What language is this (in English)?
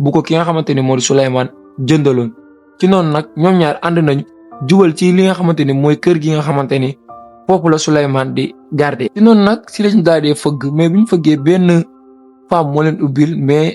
Wolof